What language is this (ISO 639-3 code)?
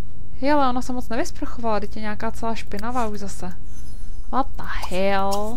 ces